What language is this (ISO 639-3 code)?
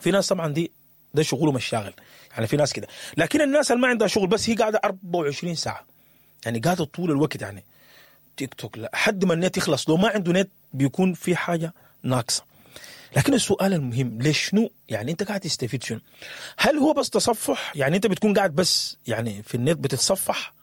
apd